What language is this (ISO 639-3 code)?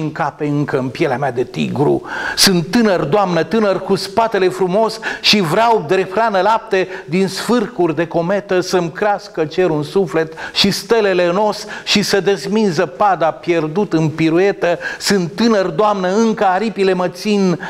ron